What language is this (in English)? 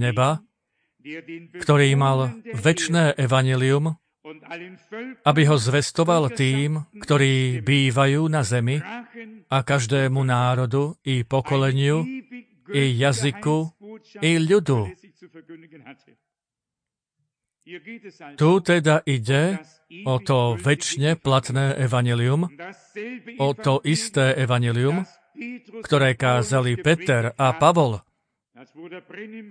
Slovak